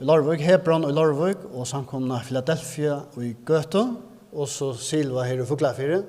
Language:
Faroese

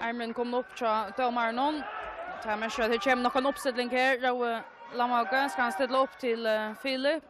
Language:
Faroese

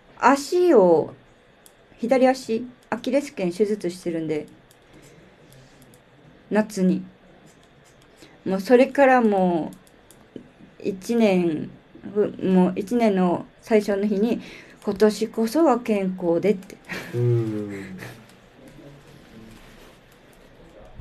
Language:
Japanese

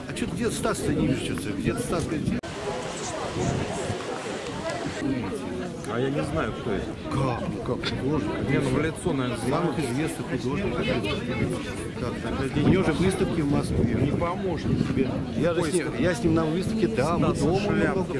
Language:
Russian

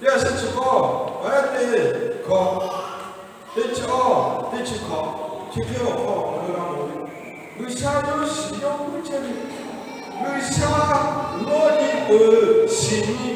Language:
Lahu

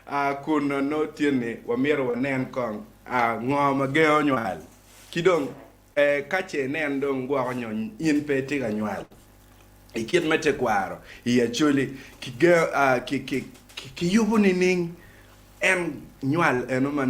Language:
Acoli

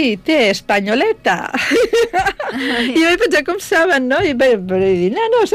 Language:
Catalan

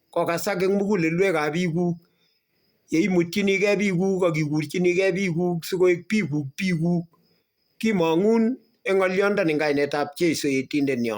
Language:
Kalenjin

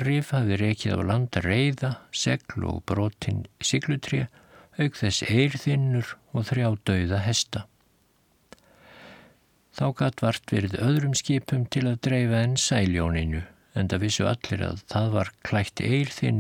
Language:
Icelandic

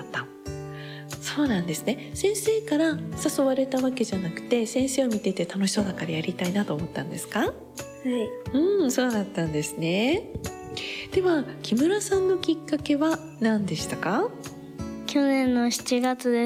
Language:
Japanese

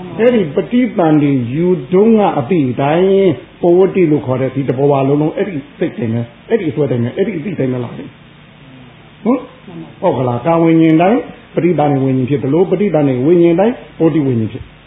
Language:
Burmese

